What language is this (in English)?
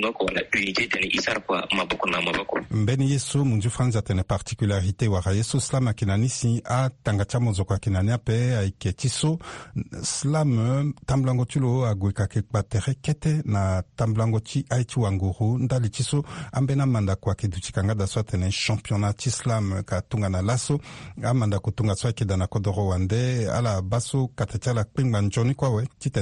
Sango